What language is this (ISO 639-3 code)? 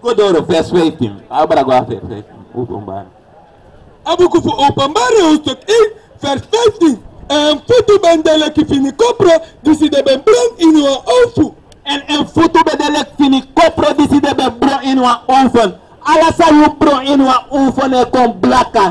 srn